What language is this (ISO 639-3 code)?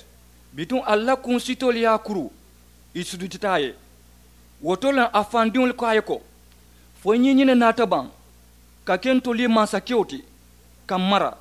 man